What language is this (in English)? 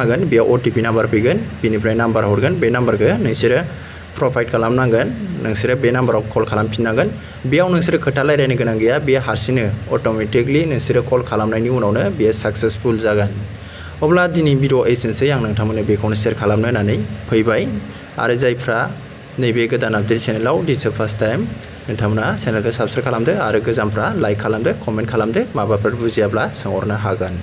Bodo